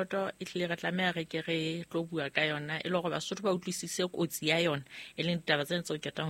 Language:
Southern Sotho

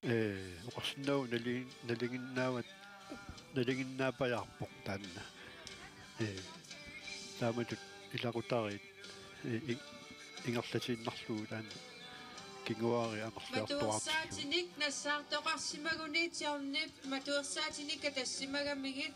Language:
Kalaallisut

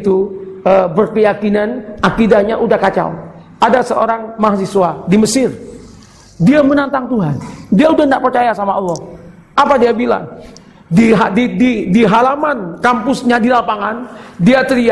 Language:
Indonesian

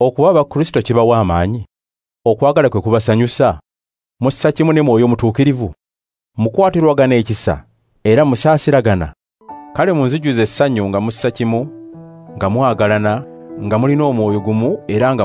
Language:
Ganda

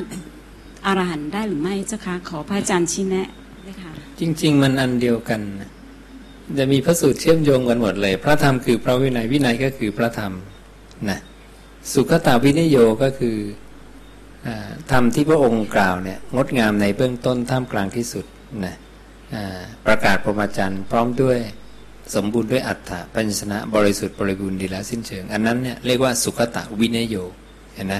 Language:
Thai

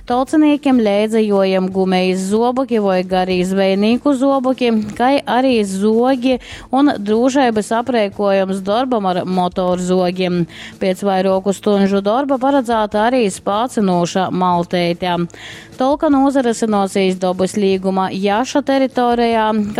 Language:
Latgalian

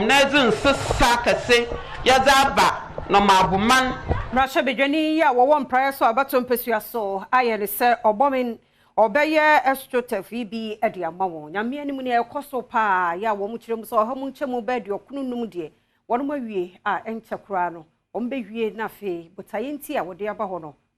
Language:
Akan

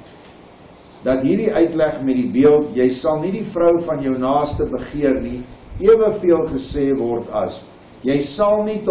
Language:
Afrikaans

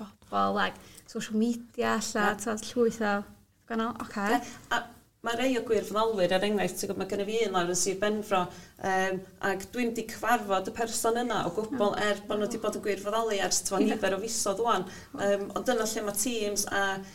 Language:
Welsh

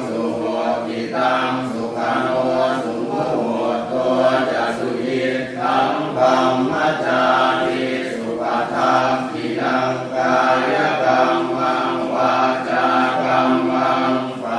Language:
Pali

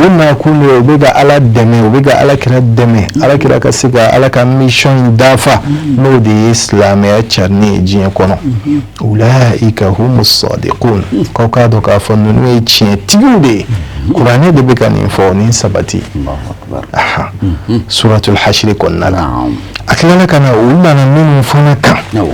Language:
Bambara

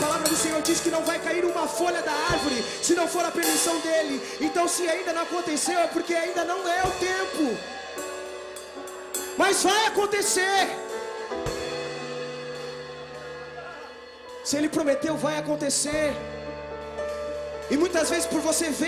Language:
Portuguese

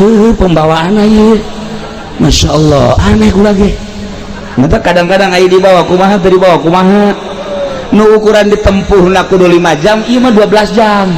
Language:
Sundanese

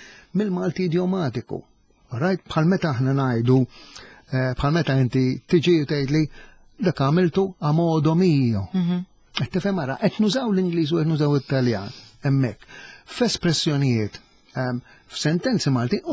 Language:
Maltese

